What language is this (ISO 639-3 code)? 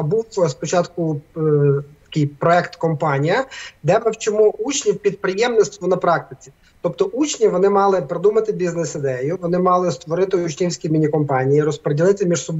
ukr